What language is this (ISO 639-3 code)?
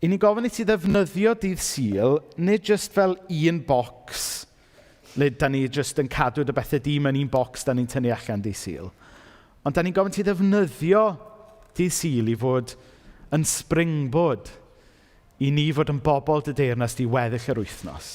cym